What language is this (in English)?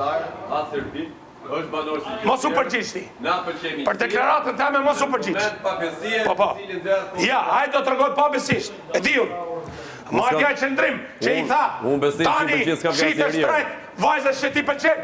Albanian